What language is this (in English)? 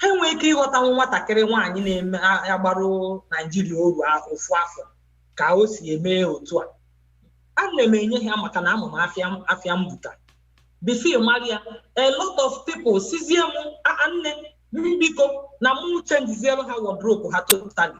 Igbo